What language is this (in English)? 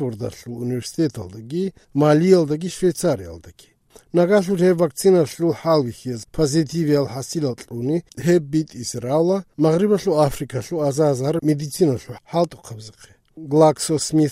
Avaric